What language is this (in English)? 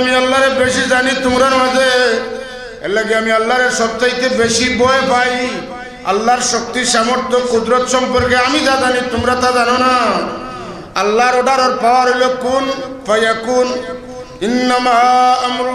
Sylheti